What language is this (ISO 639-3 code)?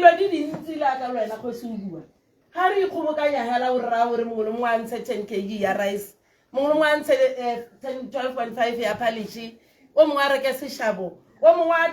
tsn